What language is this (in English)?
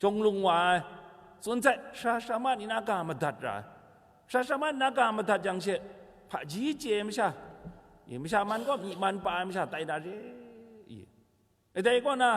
Kachin